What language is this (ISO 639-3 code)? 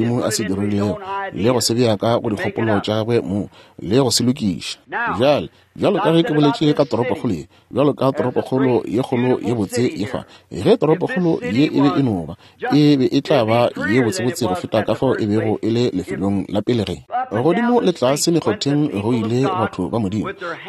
nso